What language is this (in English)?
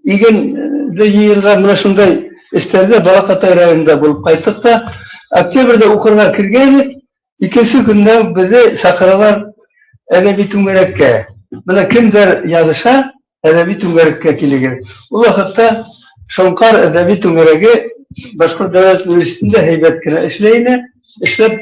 Bashkir